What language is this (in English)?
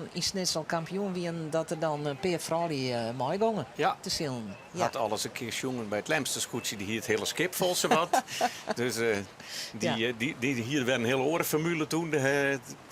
Western Frisian